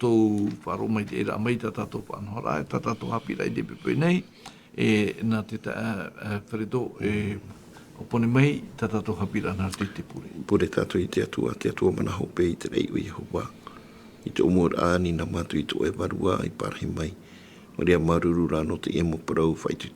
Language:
Tahitian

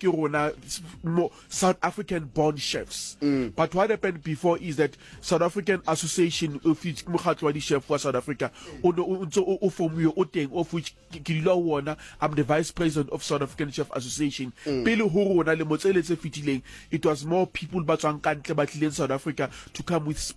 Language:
Southern Sotho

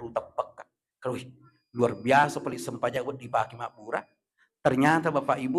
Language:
Buginese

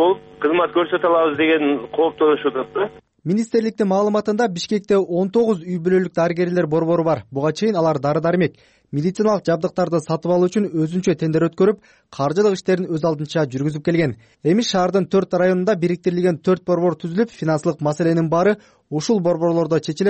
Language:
Kyrgyz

